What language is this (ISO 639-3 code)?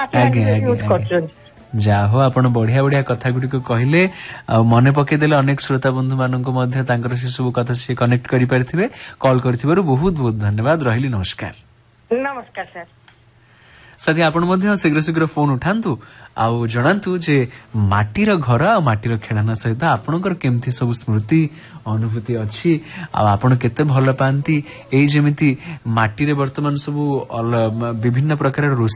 ori